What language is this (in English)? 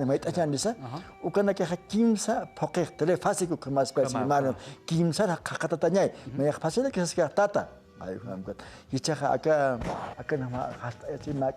Aymara